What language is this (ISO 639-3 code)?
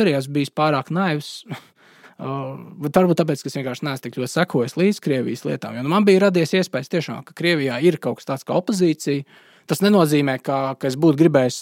lav